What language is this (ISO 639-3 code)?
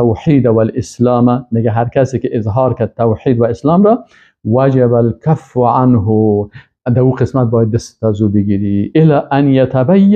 fas